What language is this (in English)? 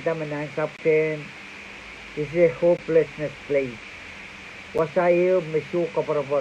Pohnpeian